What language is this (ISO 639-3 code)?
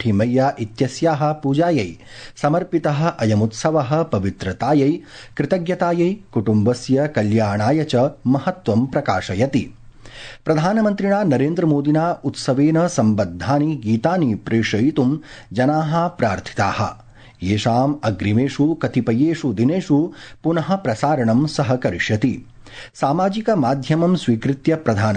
san